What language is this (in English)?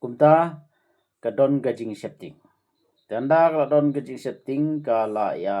Khasi